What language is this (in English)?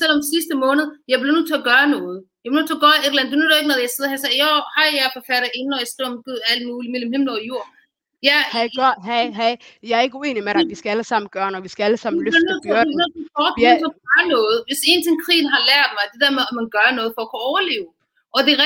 Danish